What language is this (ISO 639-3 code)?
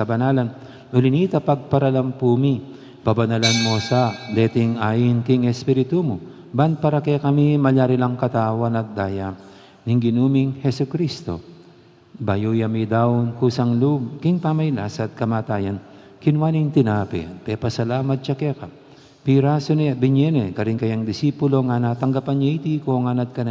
pam